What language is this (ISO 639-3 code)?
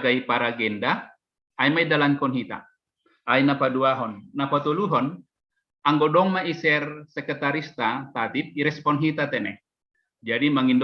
bts